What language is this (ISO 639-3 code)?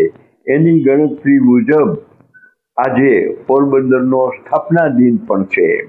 guj